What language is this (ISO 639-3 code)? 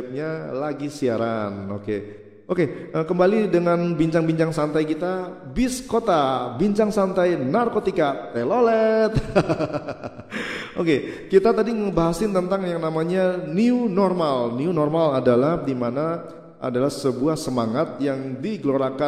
ind